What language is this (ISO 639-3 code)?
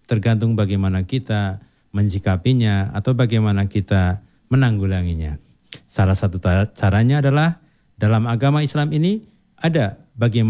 ind